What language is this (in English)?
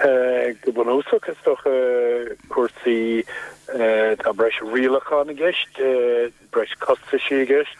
Irish